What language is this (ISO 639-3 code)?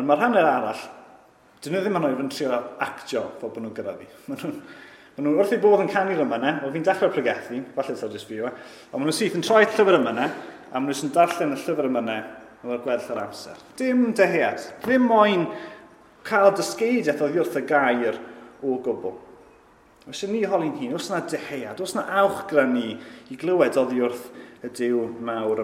cym